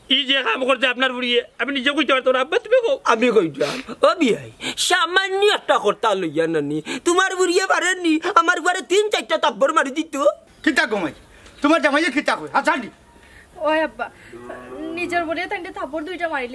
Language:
Sylheti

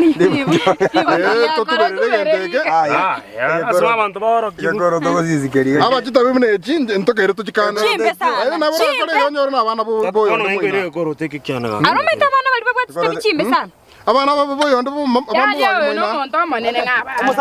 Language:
Gusii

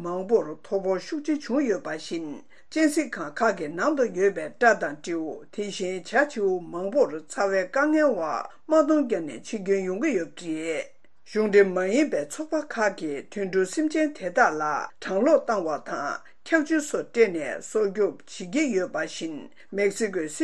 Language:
Tibetan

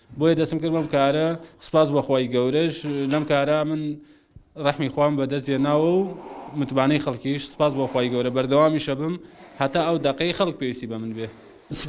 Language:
Central Kurdish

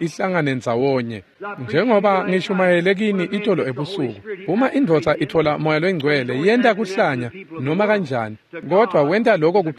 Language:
Swati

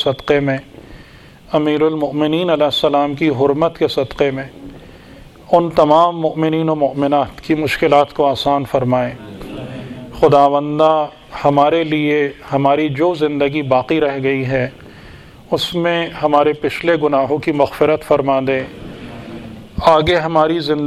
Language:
Urdu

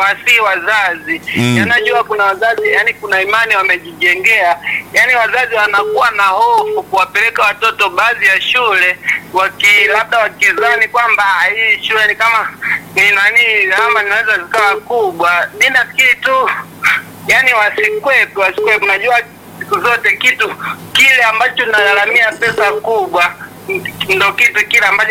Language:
Swahili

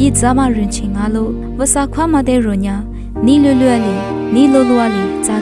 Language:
Lisu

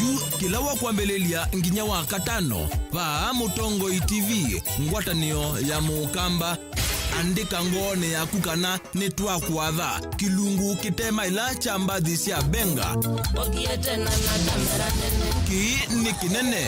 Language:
Kamba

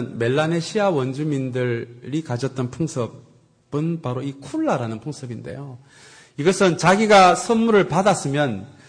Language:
Korean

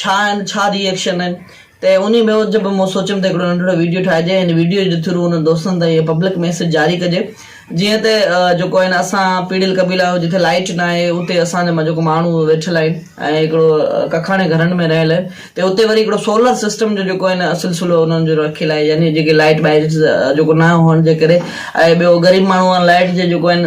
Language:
Sindhi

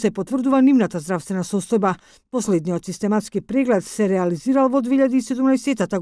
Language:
Macedonian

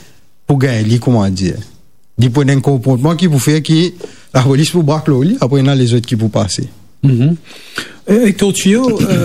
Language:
Morisyen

